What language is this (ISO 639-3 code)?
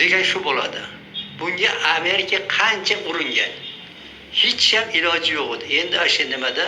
uzb